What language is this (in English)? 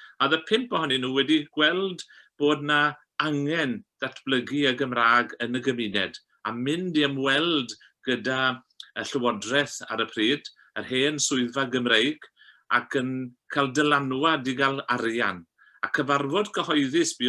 Welsh